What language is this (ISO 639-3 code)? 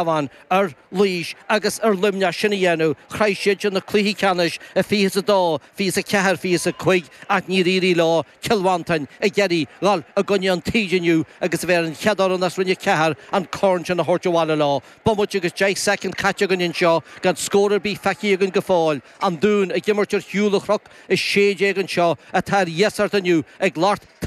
gle